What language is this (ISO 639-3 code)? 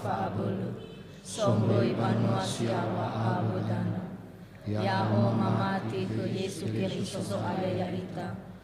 nia